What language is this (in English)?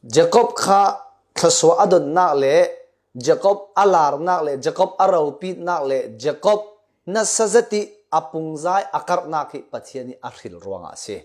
Falam Chin